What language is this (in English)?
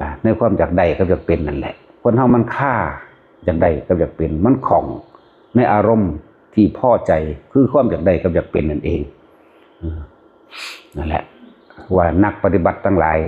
Northeastern Thai